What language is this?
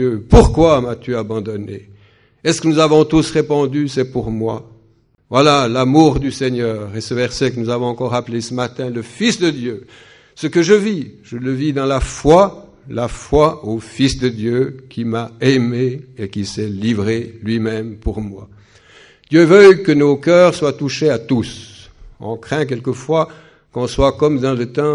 French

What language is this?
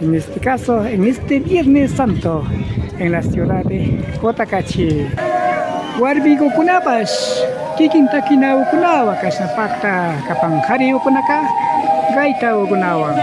Imbabura Highland Quichua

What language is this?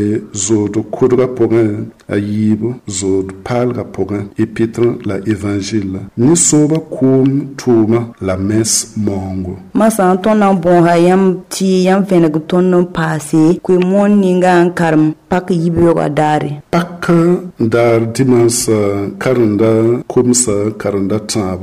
Mossi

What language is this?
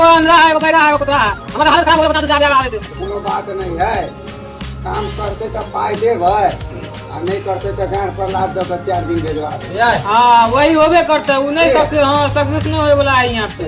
Maithili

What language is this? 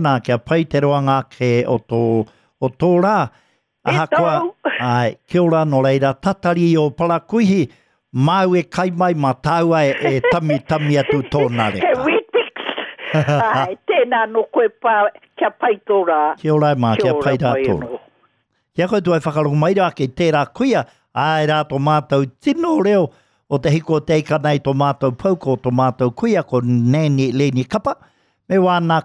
Māori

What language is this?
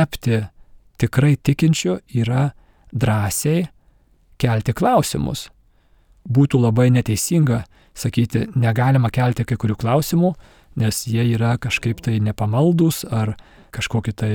Lithuanian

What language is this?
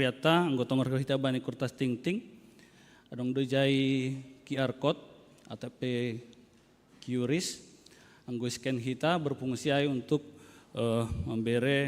Batak Simalungun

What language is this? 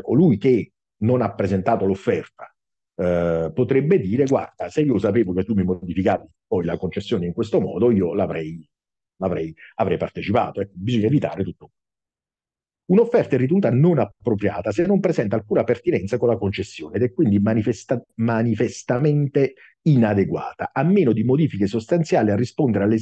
Italian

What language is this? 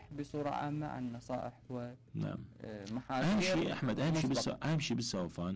Mesopotamian Arabic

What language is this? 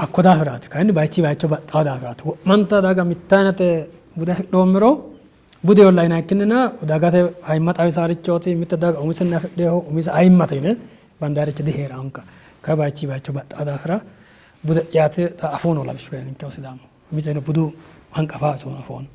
Sidamo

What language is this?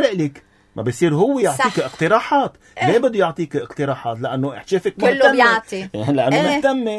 North Levantine Arabic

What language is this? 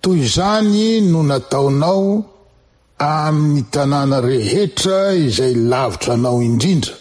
Malagasy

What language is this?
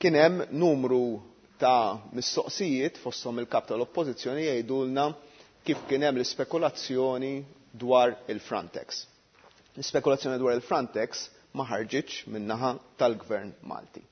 Maltese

